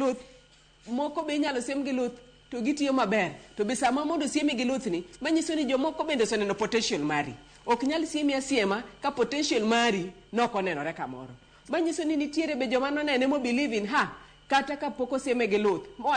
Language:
Luo (Kenya and Tanzania)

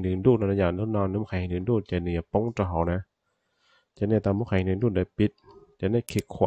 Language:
Hmong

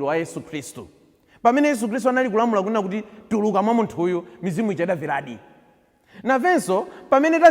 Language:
Nyanja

